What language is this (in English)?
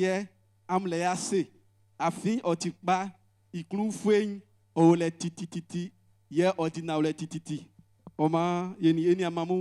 Baoulé